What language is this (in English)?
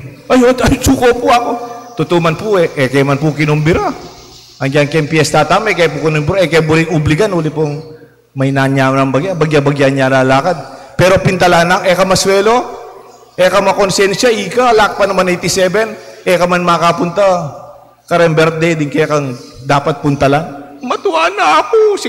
Pampanga